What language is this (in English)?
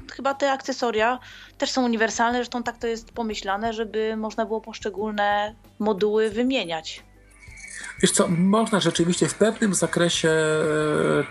Polish